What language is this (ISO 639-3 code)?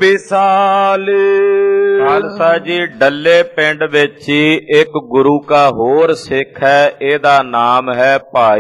pan